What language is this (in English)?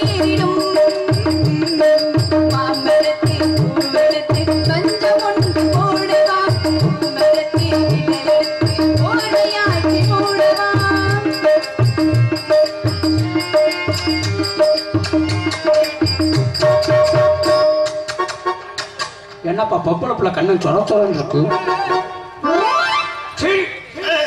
Tamil